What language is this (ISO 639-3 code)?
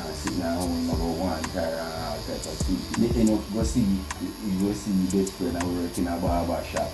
jam